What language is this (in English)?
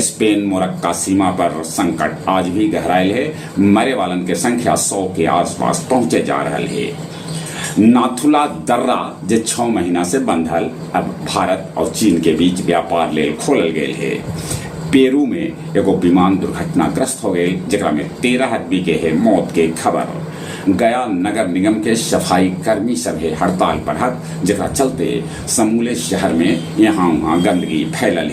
Magahi